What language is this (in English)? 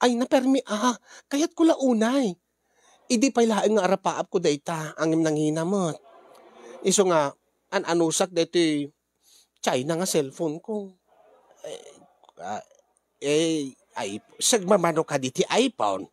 Iloko